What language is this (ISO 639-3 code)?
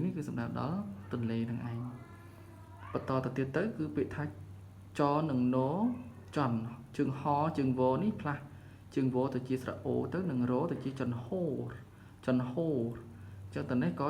khm